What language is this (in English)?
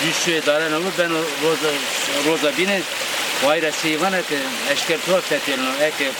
Zaza